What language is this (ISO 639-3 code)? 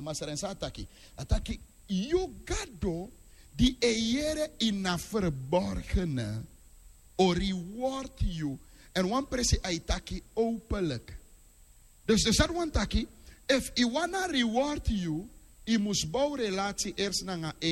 srn